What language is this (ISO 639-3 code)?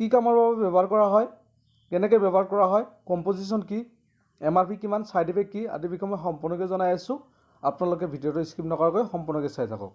asm